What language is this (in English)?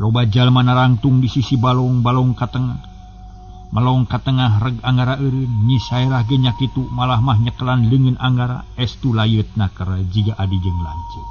Sundanese